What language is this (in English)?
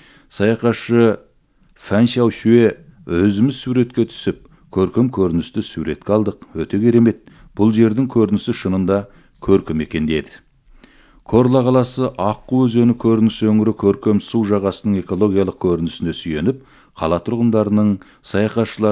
Kazakh